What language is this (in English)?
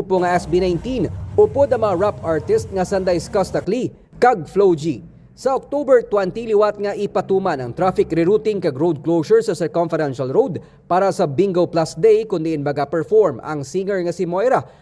Hiligaynon